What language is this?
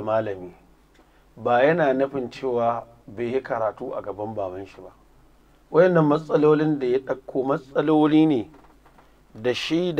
Hausa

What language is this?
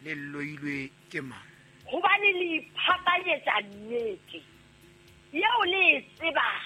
Southern Sotho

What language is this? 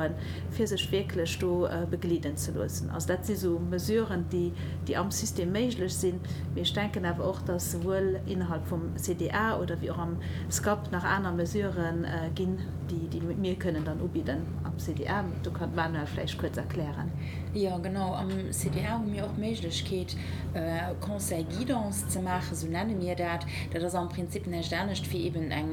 Luxembourgish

